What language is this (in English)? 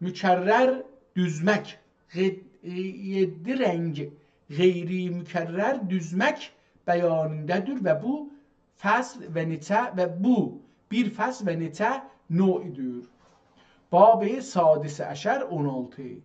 South Azerbaijani